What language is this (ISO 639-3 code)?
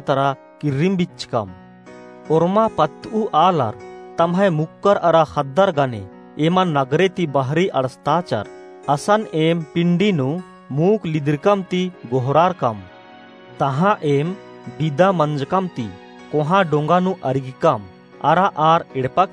kru